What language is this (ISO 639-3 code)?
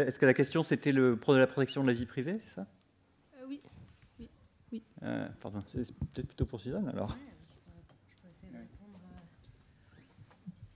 fra